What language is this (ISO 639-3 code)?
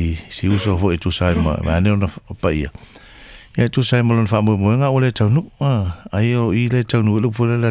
smo